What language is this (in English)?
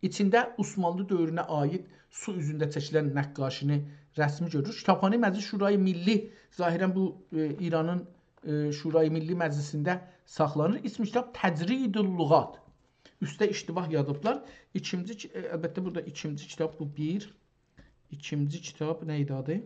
South Azerbaijani